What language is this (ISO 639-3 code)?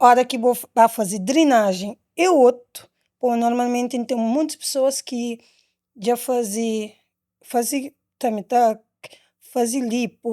kea